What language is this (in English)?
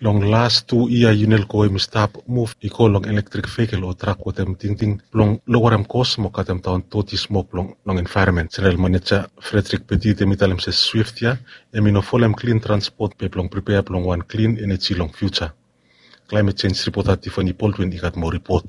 Bislama